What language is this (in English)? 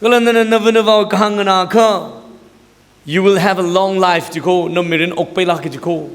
Tangkhul Naga (India)